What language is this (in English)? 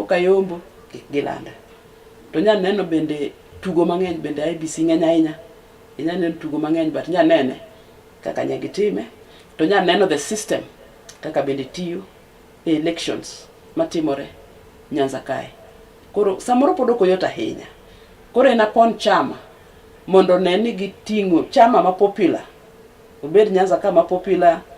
Luo (Kenya and Tanzania)